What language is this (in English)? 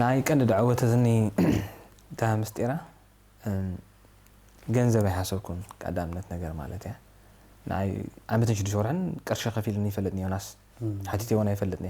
Tigrinya